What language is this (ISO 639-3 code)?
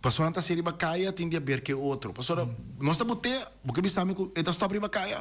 pap